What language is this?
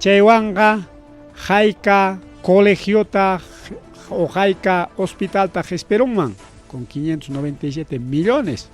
Ayacucho Quechua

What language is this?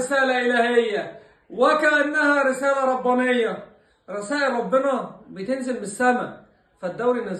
Egyptian Arabic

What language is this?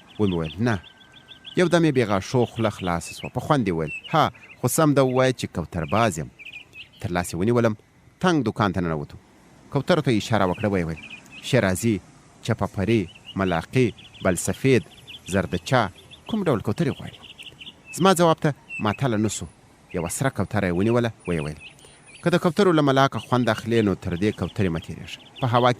Pashto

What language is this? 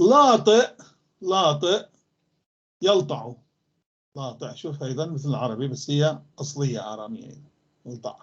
North Levantine Arabic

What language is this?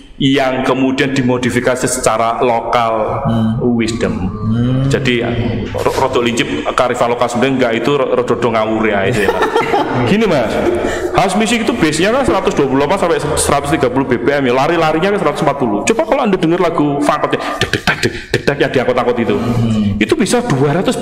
Indonesian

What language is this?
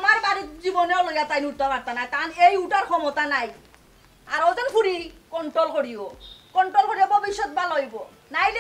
Sylheti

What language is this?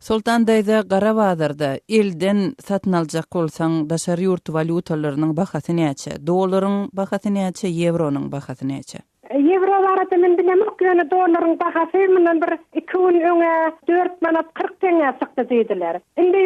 Turkmen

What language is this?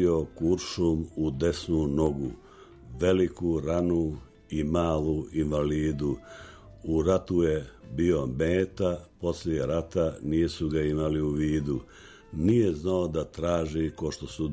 Serbian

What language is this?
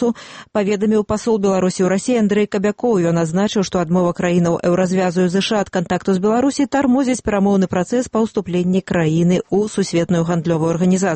Belarusian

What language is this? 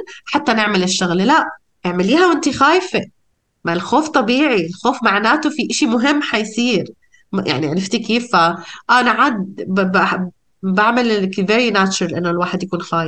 North Levantine Arabic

